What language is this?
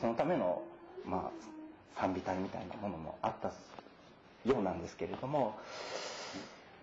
Japanese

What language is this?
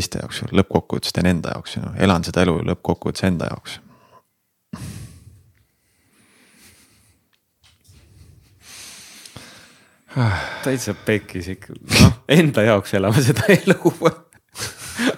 Estonian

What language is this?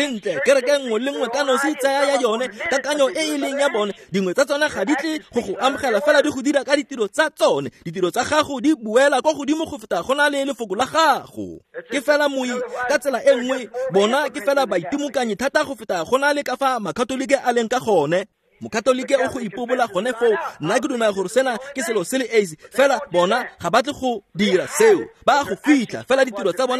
Tswana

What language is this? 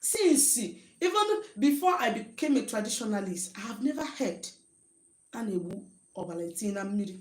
Igbo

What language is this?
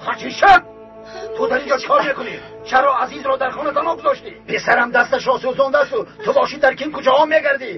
Tajik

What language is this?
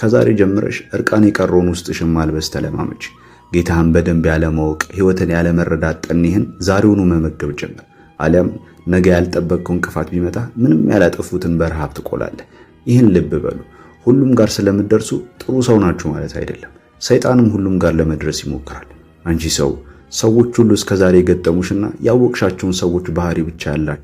Amharic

